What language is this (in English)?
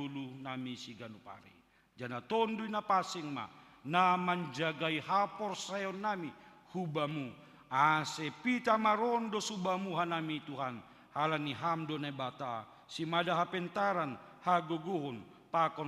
Batak Simalungun